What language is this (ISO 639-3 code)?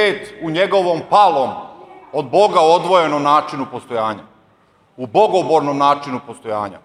srp